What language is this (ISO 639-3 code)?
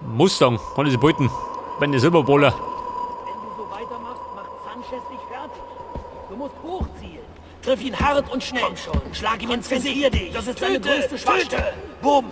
bar